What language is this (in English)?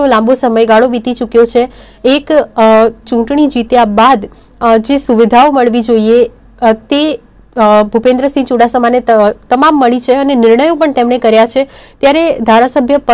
Gujarati